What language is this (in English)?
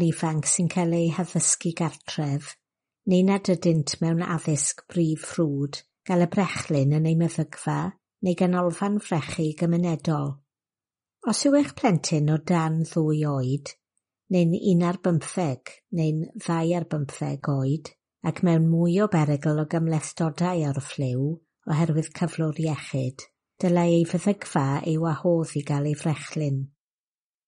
Welsh